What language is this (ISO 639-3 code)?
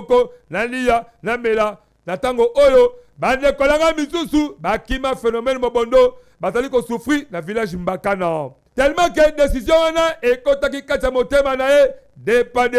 lin